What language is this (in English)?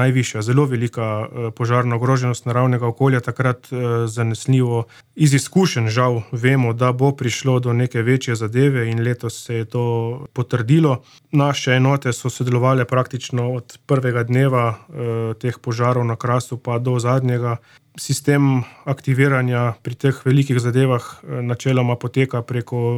Slovenian